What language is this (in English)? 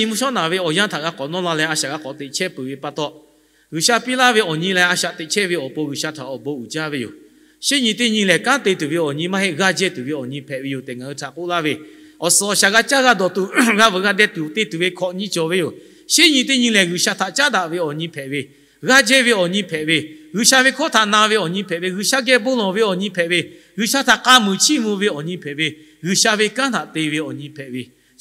Lahu